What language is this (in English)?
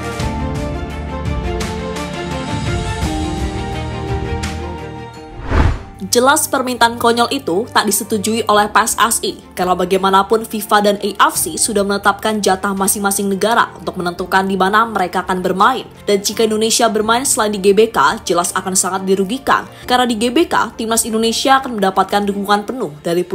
Indonesian